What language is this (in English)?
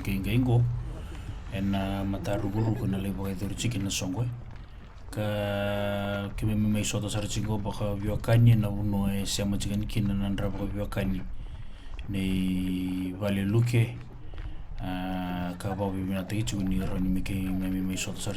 Fijian